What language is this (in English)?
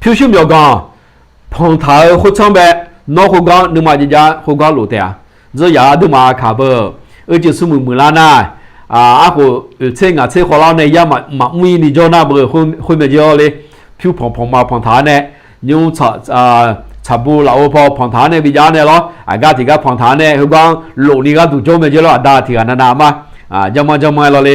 Akha